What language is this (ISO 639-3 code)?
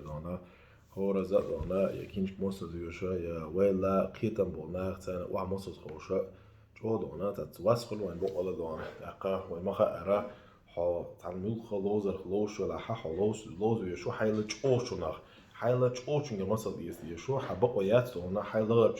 che